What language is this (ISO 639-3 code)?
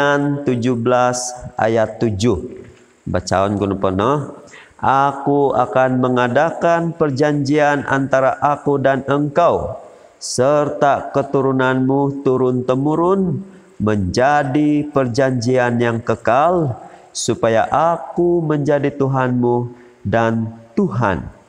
dtp